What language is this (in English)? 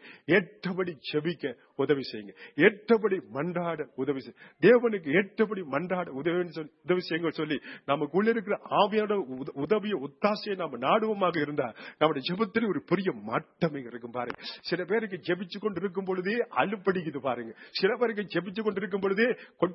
Tamil